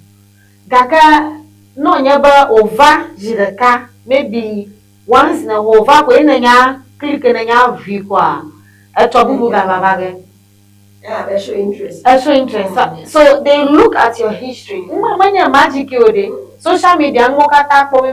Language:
Ewe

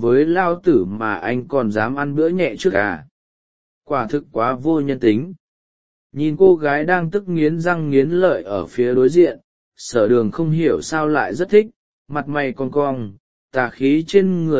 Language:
Vietnamese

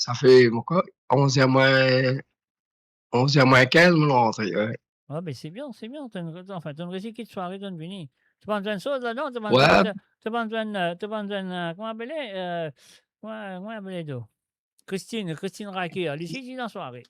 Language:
Morisyen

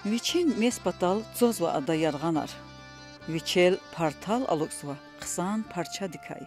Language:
Lezghian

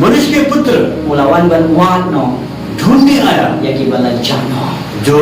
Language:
Khasi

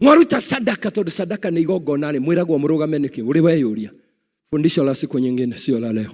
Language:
Kikuyu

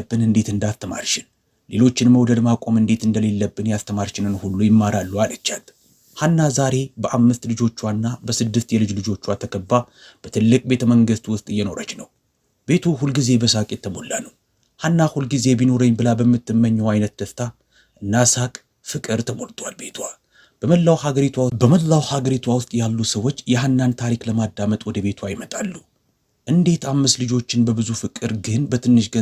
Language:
Amharic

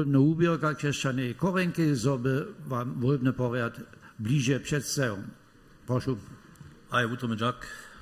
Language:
Upper Sorbian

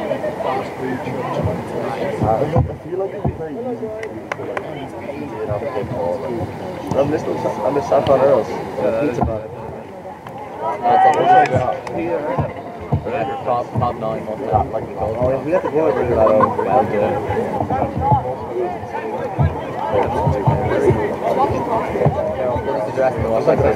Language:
English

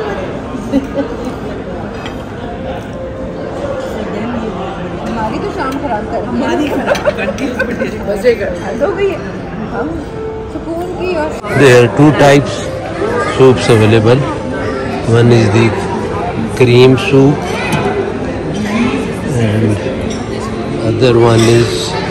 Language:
Hindi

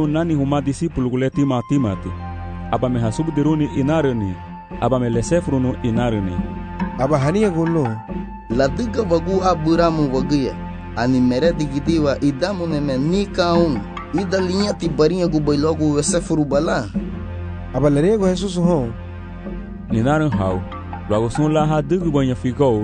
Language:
Garifuna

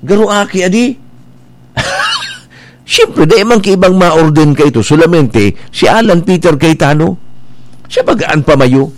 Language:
Bikol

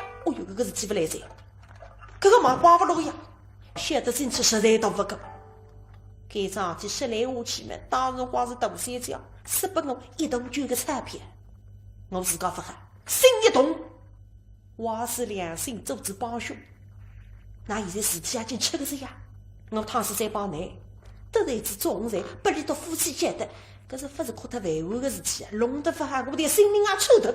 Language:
Wu Chinese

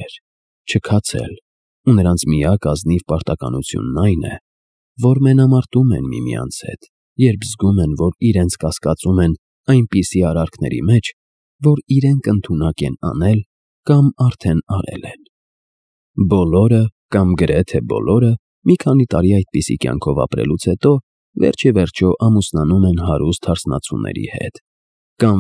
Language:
Armenian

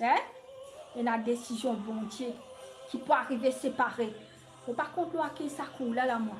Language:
Morisyen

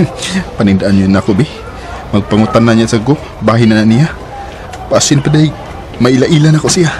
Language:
Cebuano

